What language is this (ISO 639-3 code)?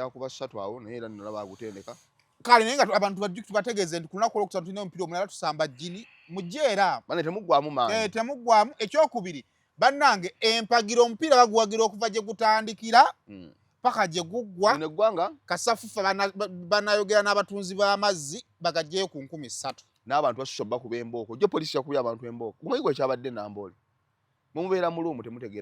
lug